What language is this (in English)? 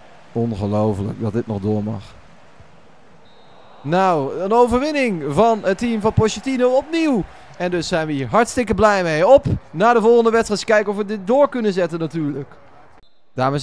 Dutch